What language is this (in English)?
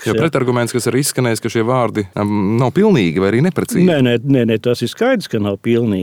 Latvian